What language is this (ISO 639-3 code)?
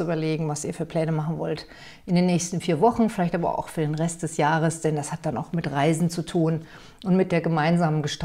deu